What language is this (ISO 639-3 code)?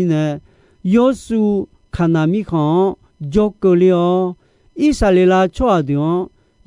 ahk